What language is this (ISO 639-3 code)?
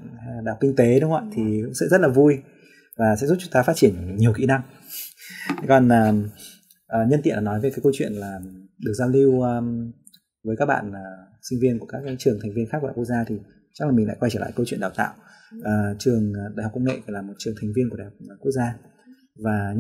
vie